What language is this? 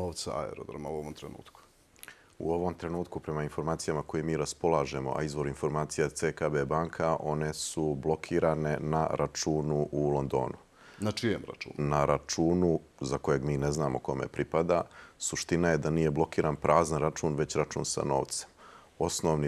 Croatian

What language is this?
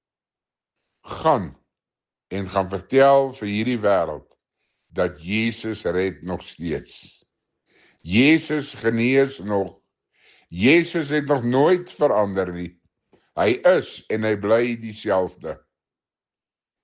Afrikaans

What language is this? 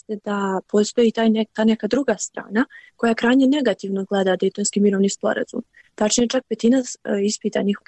Bosnian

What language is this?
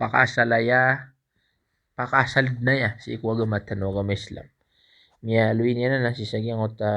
Maranao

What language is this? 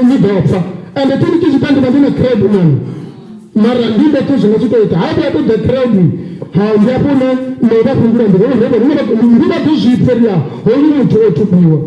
Venda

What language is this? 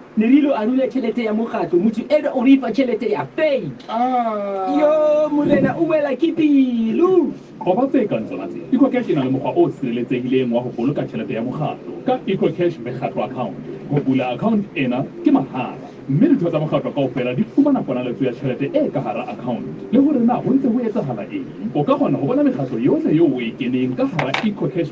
Southern Sotho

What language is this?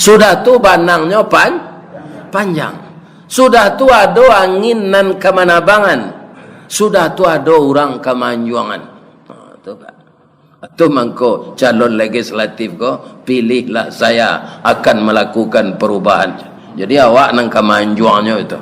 Minangkabau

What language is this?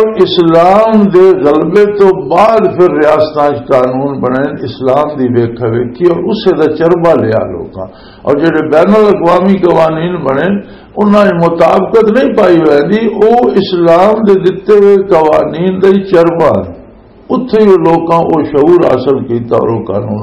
Western Panjabi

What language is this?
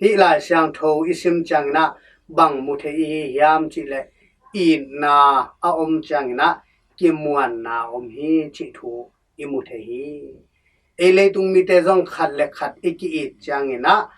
Tedim Chin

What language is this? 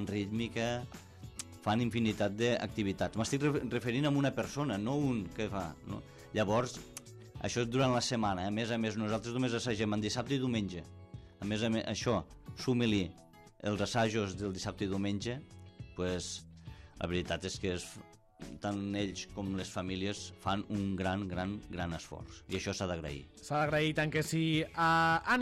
Catalan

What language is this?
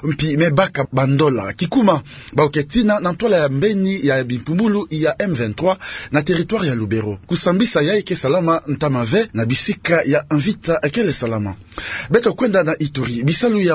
Kituba (Democratic Republic of Congo)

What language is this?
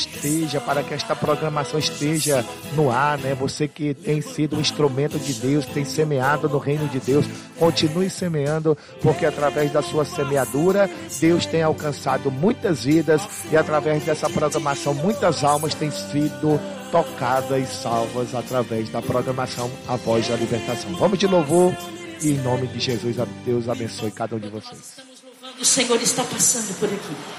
Portuguese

